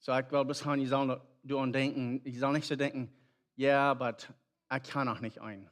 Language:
Plautdietsch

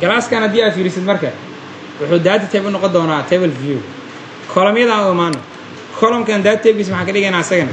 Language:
Somali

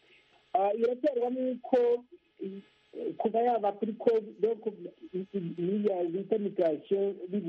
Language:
Kinyarwanda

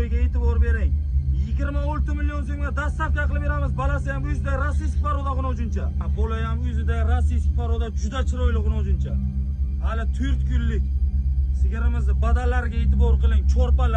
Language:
Uzbek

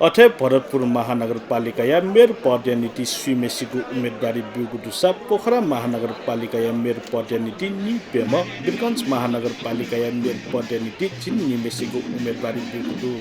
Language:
Newari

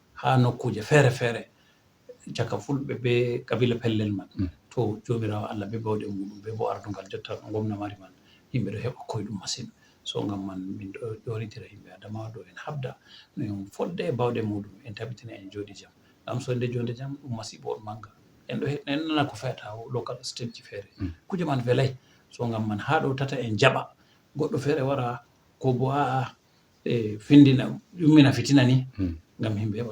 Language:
Fula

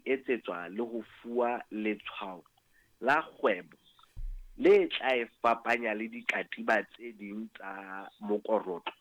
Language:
Southern Sotho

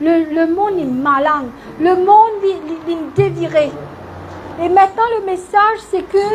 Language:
Morisyen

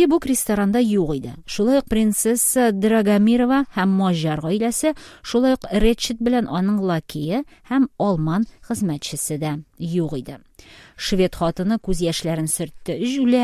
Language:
Tatar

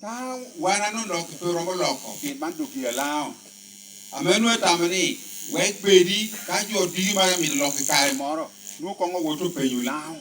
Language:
Lango (Uganda)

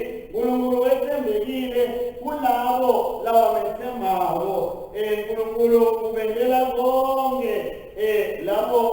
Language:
Swati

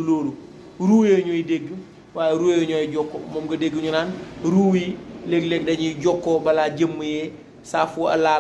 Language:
Wolof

